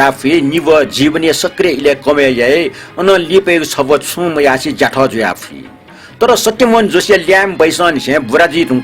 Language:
Newari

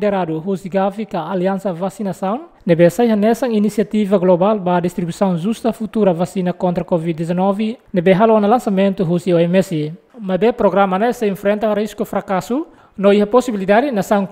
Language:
Tetum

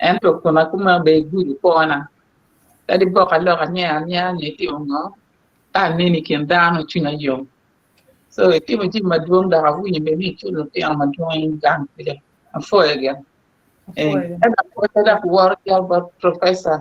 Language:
Acoli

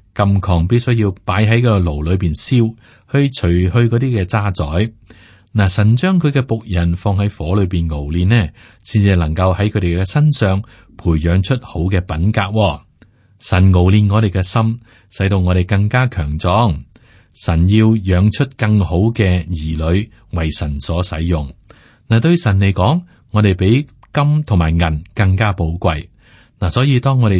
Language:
Cantonese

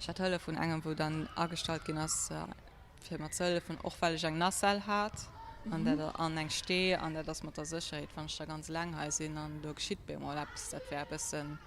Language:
Luxembourgish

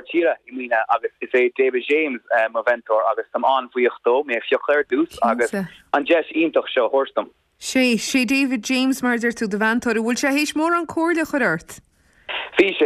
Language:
Irish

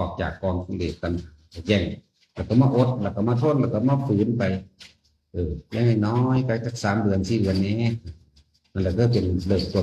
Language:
Northeastern Thai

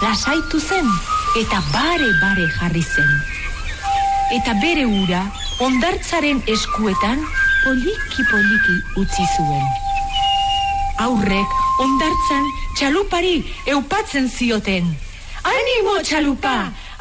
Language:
Basque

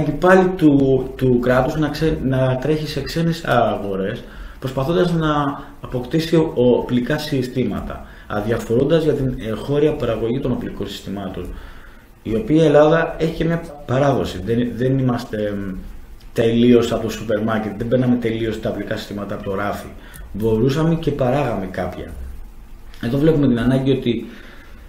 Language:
Greek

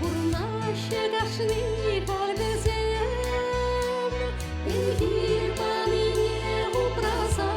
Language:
Chuvash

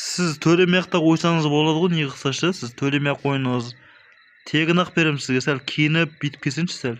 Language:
Kazakh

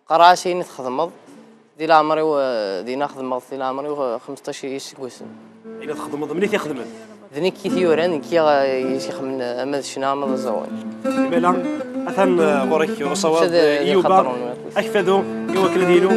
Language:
Kabyle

